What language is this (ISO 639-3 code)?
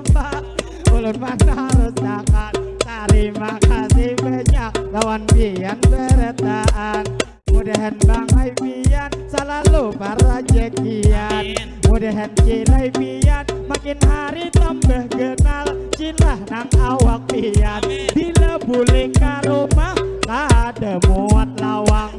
bjn